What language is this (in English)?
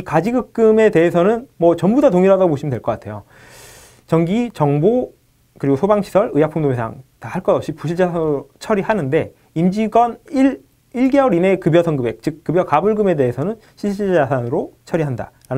Korean